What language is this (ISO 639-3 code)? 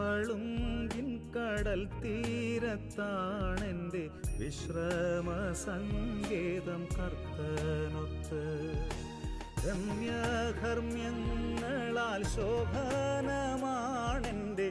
mal